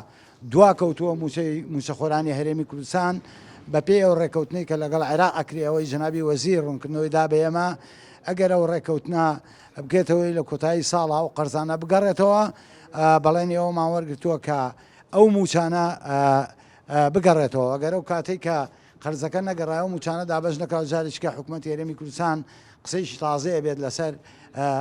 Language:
Central Kurdish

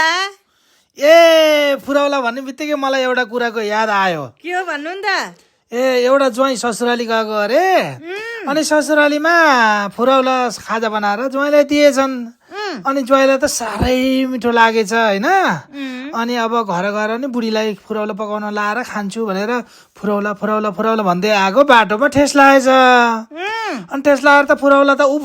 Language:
Nepali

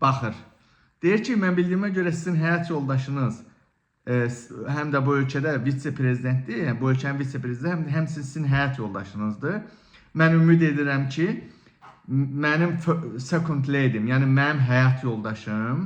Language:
Azerbaijani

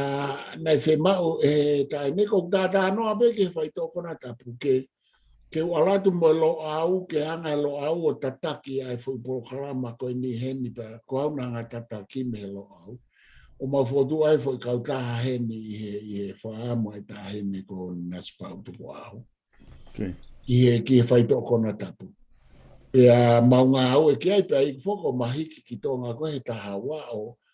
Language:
Tongan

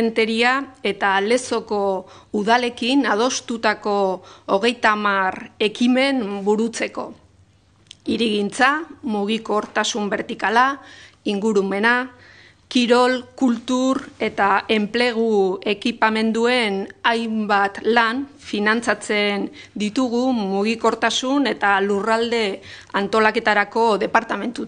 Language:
Basque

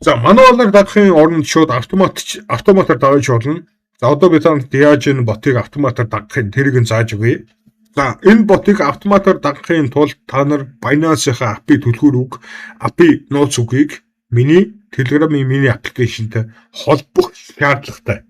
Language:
Mongolian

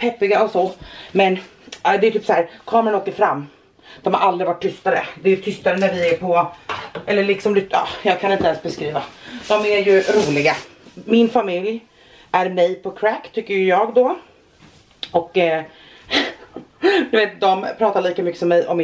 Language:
Swedish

